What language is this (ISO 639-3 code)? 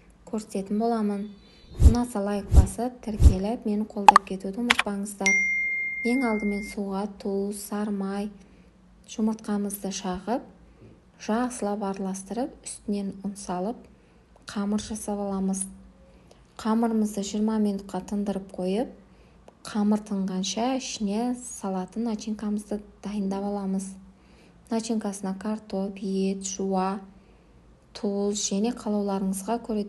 kaz